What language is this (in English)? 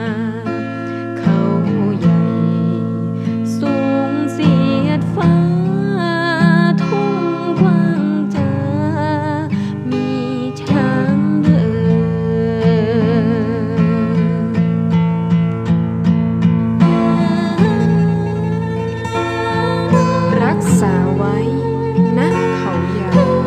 Thai